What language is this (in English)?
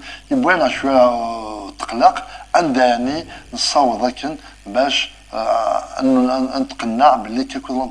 Kabyle